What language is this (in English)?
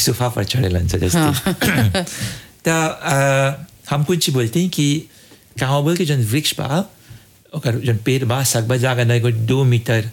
Bhojpuri